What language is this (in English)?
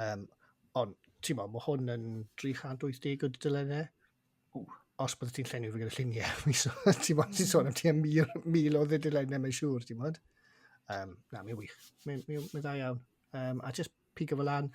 Welsh